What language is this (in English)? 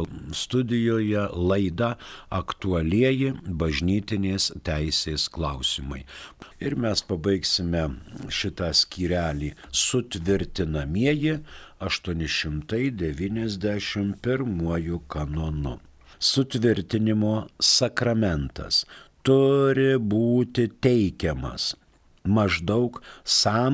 Lithuanian